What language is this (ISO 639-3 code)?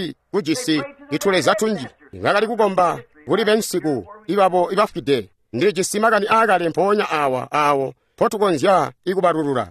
toi